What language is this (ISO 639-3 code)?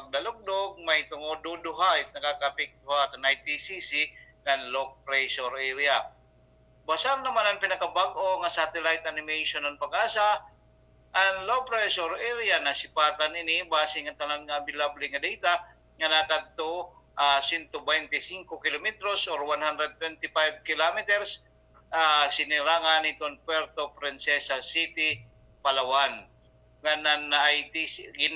war